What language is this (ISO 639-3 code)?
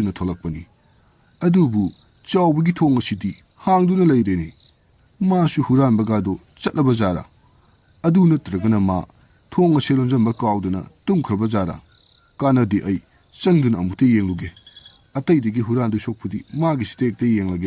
mni